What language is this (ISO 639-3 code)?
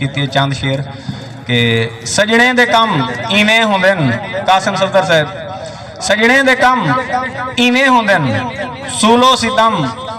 skr